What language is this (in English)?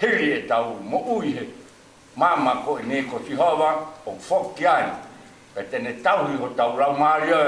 Tongan